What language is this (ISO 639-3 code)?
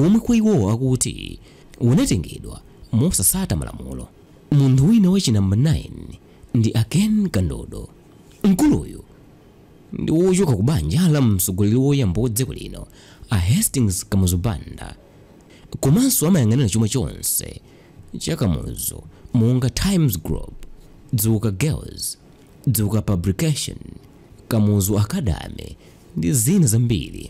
nya